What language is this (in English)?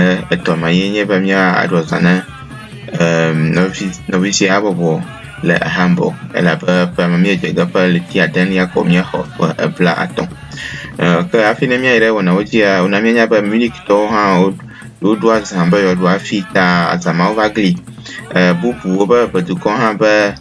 Ewe